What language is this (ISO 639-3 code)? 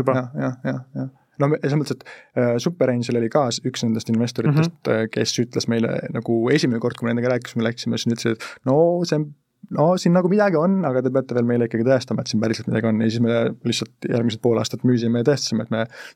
est